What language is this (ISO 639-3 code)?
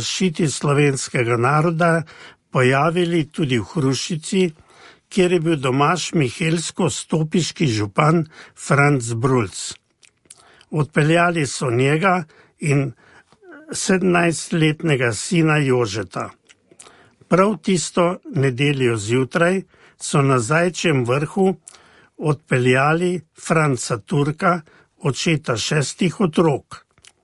slv